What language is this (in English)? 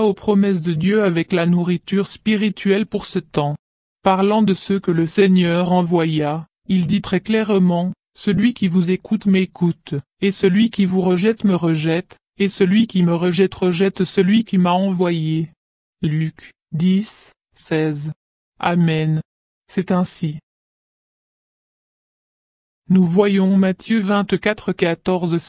French